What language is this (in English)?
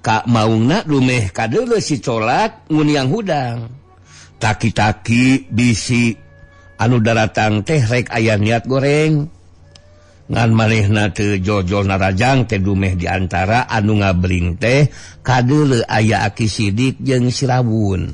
Sundanese